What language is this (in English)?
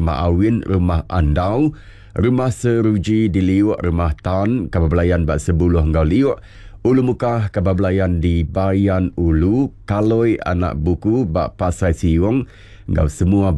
Iban